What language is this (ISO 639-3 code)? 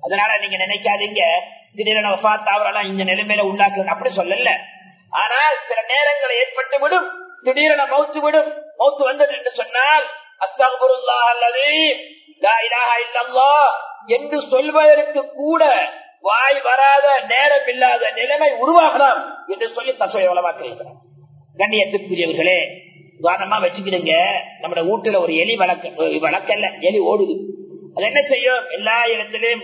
tam